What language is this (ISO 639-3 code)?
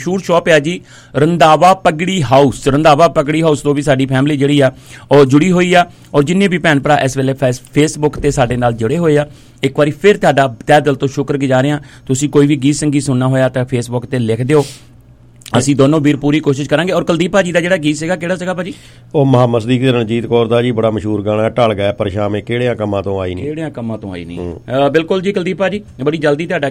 pan